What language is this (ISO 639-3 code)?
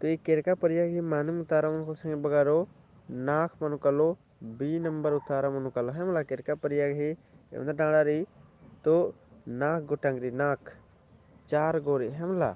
kru